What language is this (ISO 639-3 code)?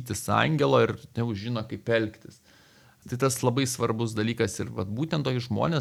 lit